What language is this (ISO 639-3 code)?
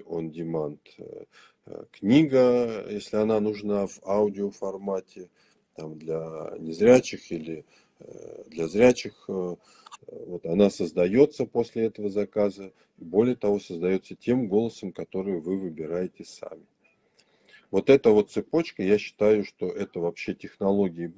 rus